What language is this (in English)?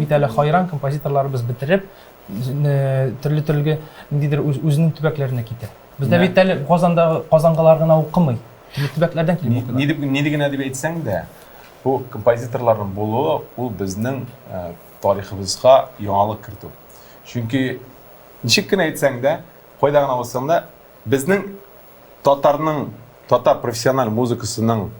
Tatar